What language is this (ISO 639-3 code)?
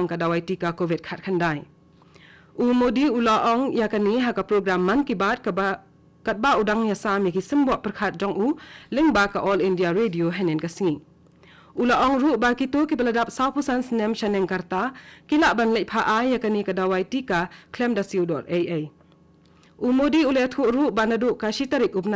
kha